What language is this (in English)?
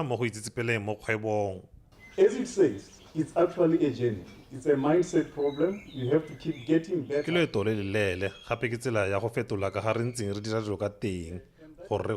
Tswana